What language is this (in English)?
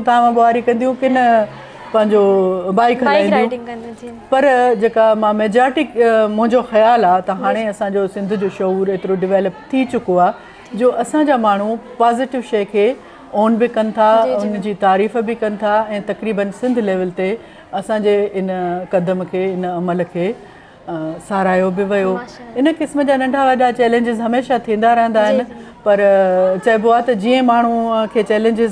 Sindhi